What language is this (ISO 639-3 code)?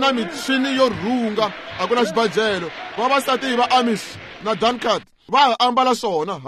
tso